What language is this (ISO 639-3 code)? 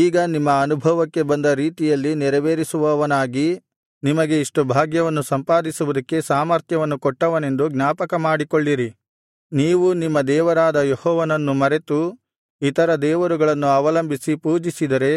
kan